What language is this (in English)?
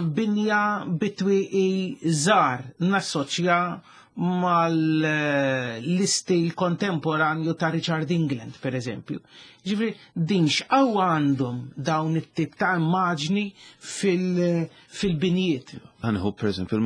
Maltese